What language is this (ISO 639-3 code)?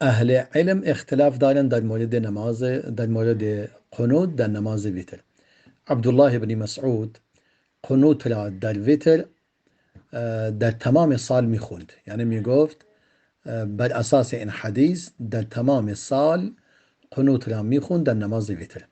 fas